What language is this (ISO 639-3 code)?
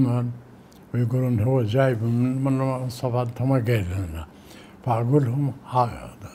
acm